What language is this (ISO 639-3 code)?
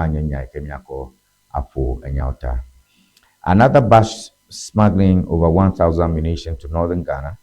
ewe